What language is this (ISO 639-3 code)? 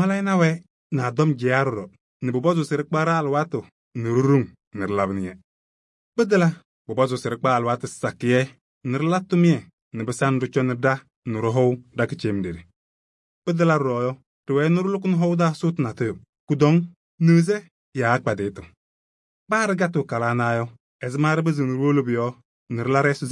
kbp